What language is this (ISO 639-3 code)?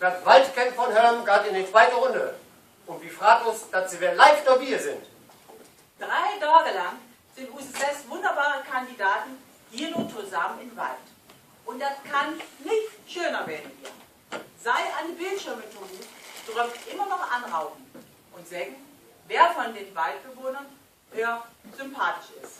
nds